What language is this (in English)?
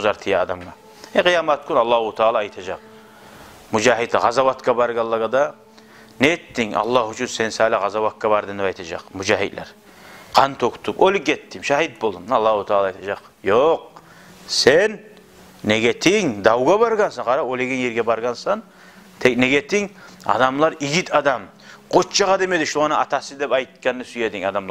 Kumyk